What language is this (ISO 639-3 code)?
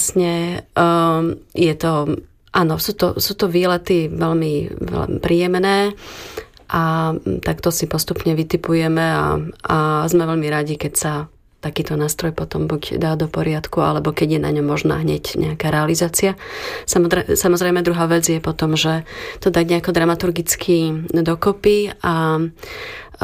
slk